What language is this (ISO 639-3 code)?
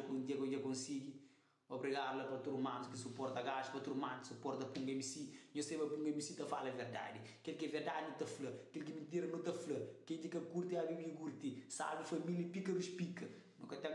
kea